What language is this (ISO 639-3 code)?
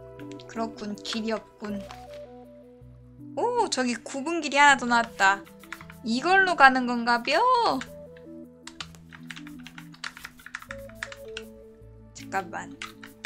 kor